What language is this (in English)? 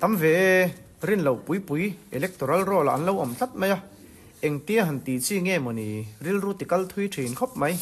Mizo